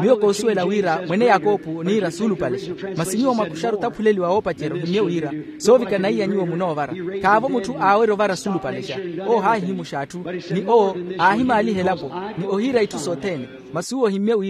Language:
Makhuwa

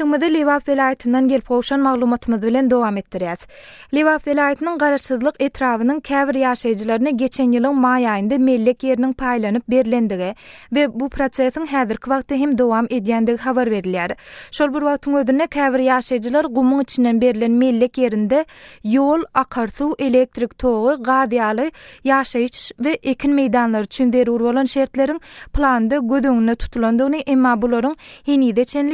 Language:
Turkmen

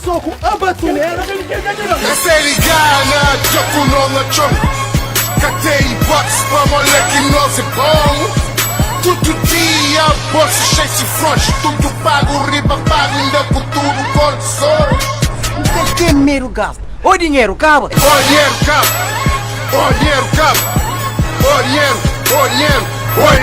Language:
Kabuverdianu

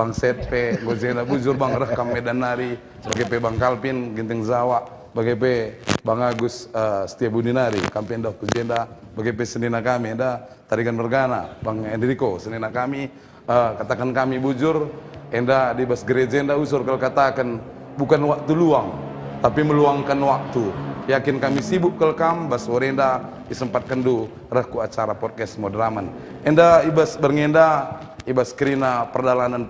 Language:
Batak Karo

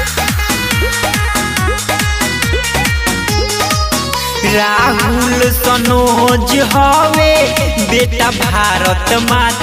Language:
Bhojpuri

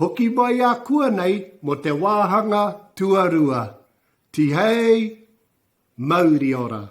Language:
Māori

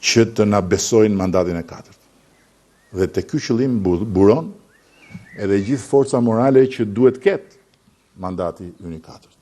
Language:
Albanian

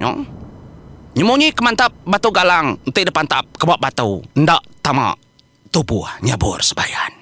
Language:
Iban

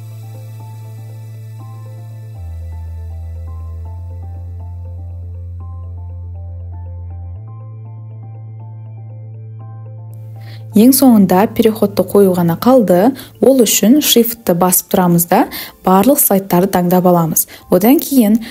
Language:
Kazakh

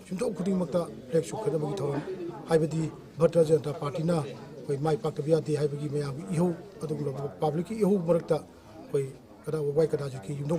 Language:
Manipuri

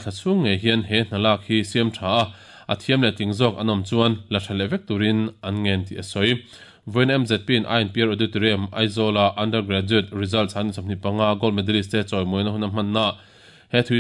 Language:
Mizo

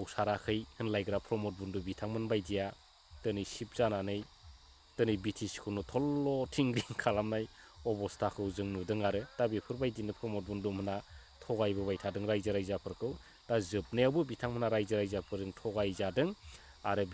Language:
Bodo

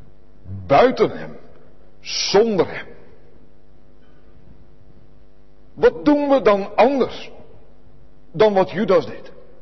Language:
Dutch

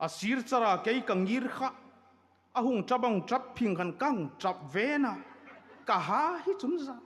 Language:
Hmar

